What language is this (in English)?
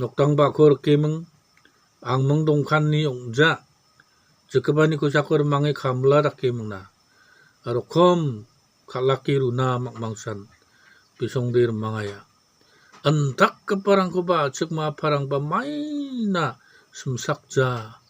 Garo